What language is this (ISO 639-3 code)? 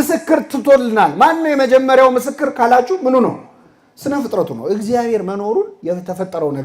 amh